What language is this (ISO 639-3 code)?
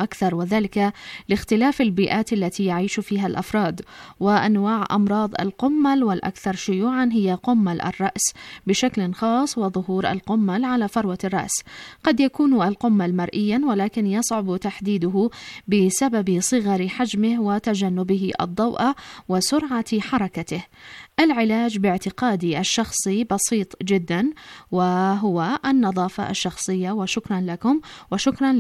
ara